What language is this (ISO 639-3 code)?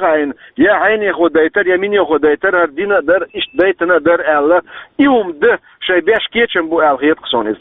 che